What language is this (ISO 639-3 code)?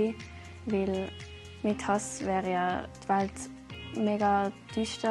gsw